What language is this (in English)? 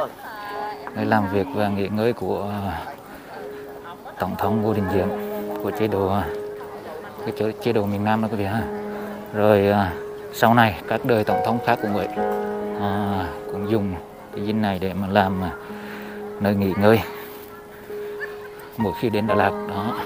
Vietnamese